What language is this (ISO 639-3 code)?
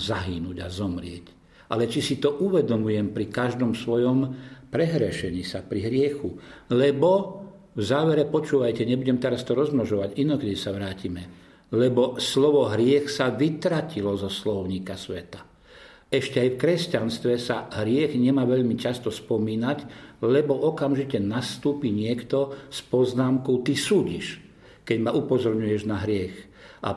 slk